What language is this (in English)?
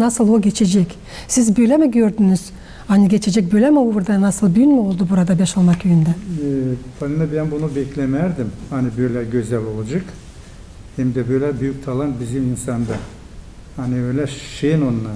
Gagauz